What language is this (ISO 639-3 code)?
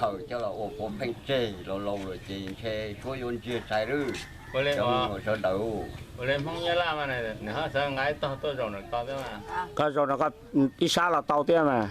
hmn